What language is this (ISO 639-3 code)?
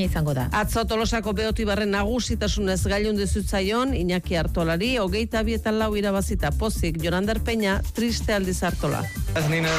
eus